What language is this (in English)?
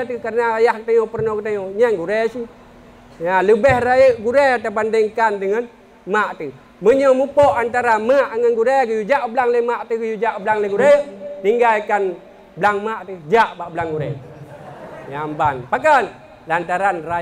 Achinese